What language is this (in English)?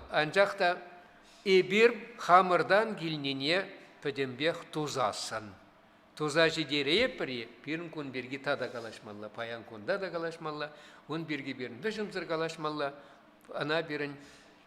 Chuvash